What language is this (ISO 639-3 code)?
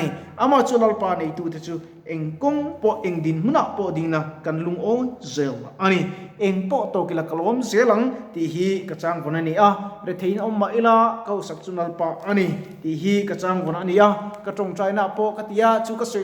lus